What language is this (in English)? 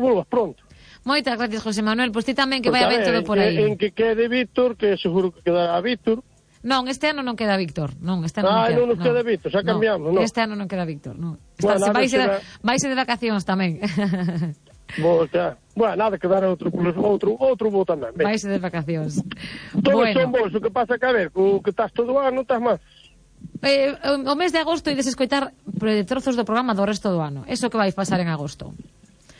Galician